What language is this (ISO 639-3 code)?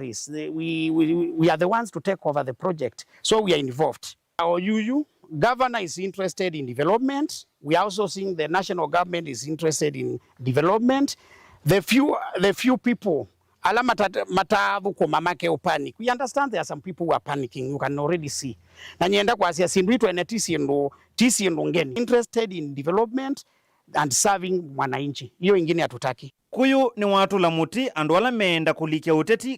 kam